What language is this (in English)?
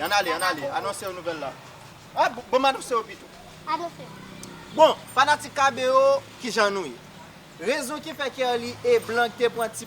Haitian Creole